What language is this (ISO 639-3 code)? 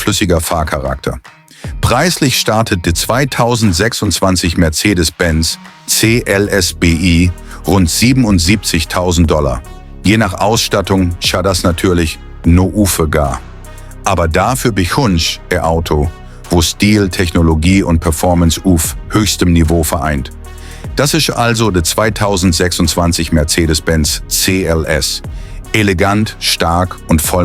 gsw